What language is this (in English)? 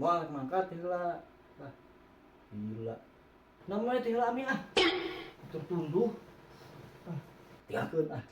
Sundanese